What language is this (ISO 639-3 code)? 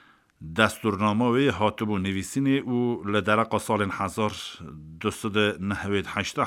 kur